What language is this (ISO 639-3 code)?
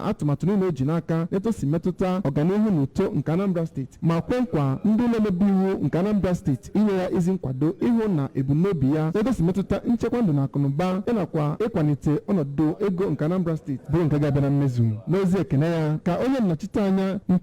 ibo